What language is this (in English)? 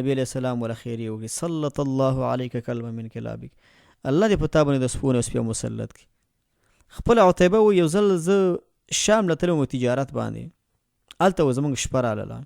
Pashto